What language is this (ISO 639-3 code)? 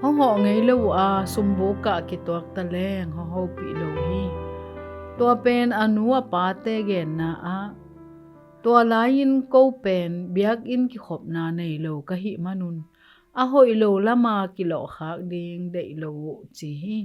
ctd